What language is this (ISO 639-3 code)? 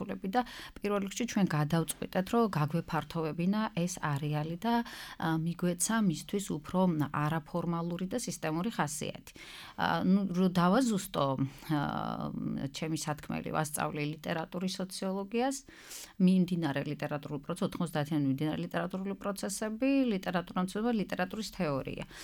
kat